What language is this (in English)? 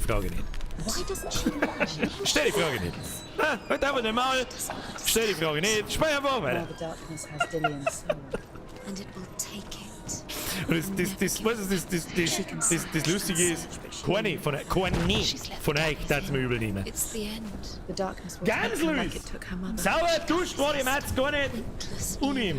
Bavarian